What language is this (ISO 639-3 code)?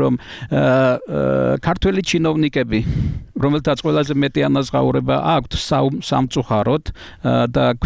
kat